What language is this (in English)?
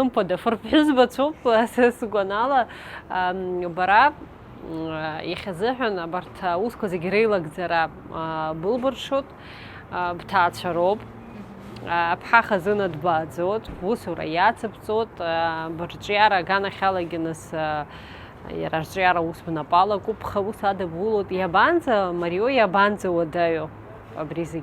Abkhazian